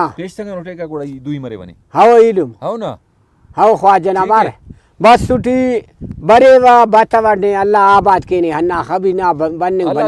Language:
Brahui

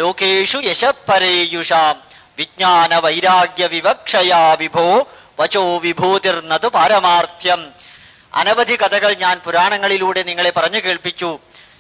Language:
Malayalam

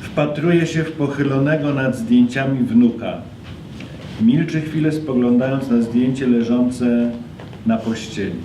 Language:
Silesian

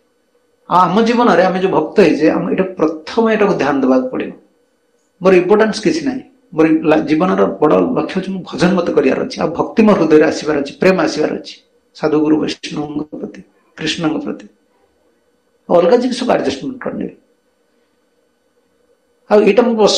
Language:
Odia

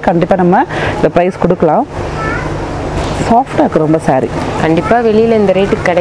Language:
Tamil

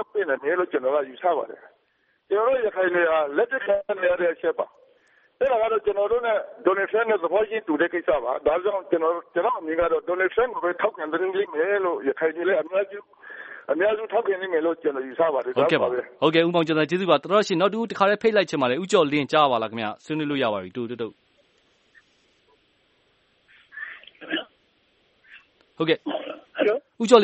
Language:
Burmese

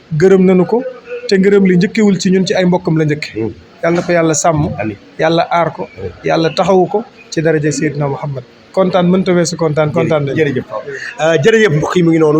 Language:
Wolof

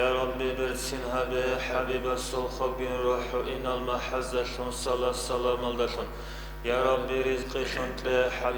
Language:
Avaric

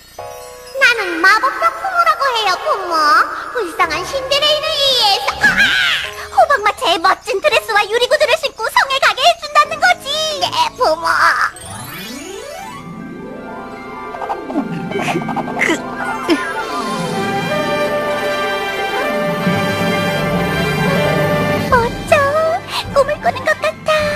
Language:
Korean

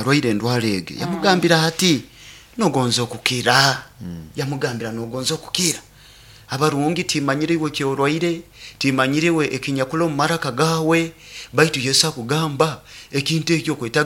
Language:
Nyoro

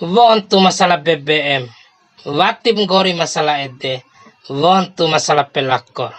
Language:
Bima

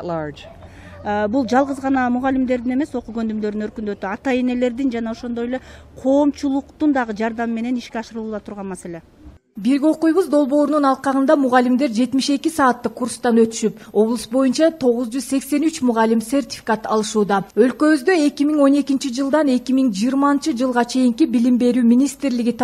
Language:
Kyrgyz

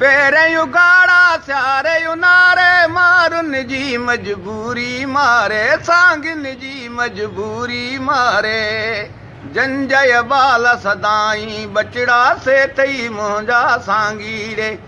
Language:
Sindhi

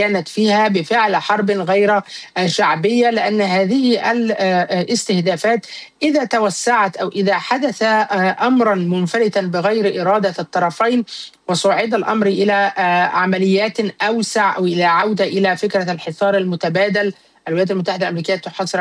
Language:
Arabic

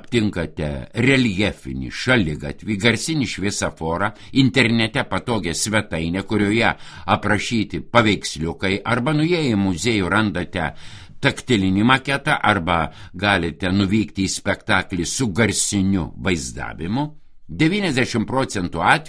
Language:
Lithuanian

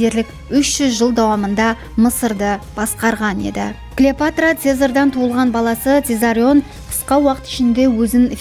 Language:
Kara-Kalpak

